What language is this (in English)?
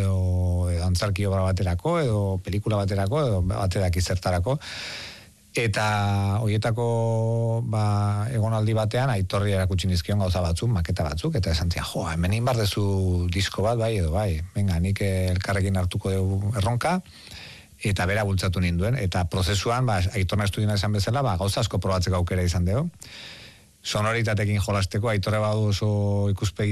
Basque